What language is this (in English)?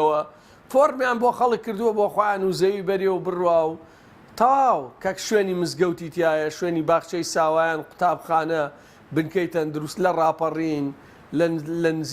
Central Kurdish